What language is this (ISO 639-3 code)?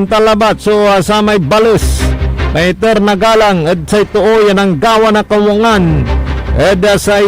pag